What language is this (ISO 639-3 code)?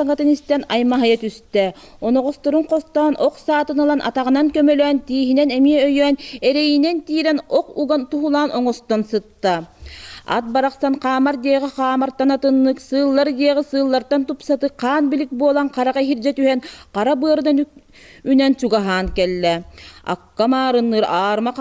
sah